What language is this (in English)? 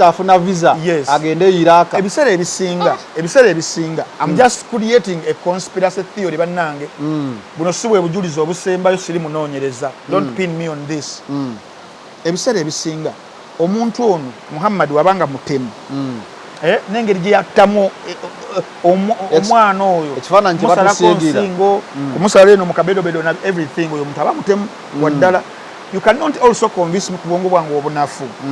Ganda